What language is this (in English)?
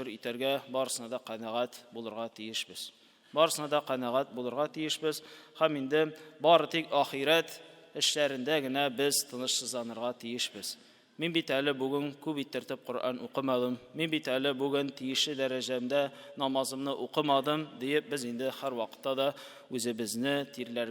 Tatar